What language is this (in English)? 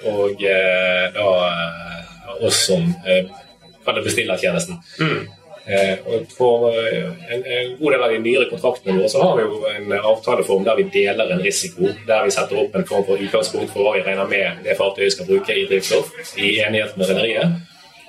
Norwegian